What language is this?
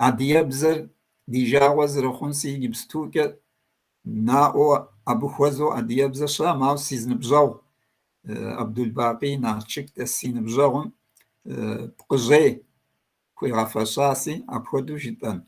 Kabardian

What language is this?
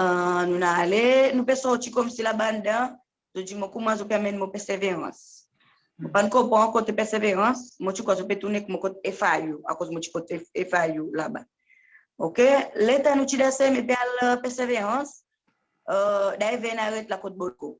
Seselwa Creole French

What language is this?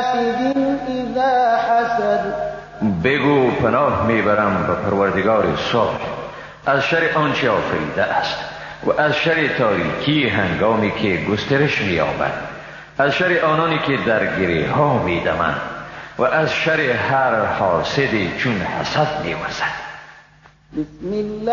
Persian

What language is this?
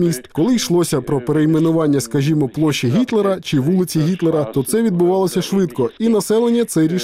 Ukrainian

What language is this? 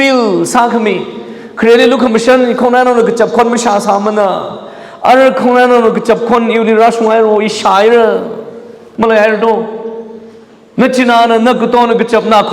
Tangkhul Naga (India)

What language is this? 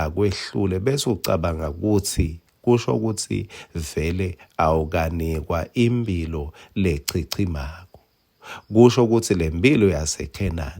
Swati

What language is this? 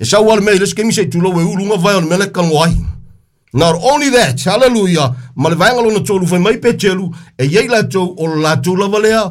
Samoan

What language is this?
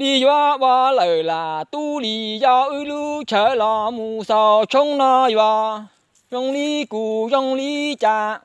Hmong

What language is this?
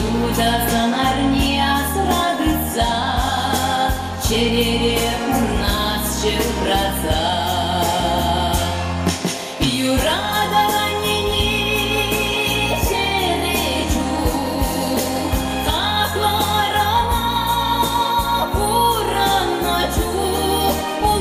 Chuvash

